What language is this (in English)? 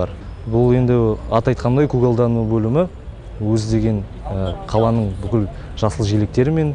Kazakh